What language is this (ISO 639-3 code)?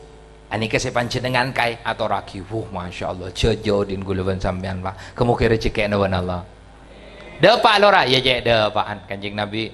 mad